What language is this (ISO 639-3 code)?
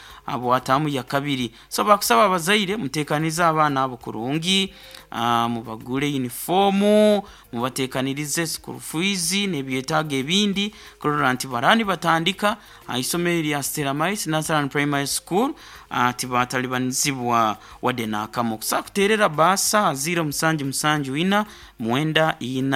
nyo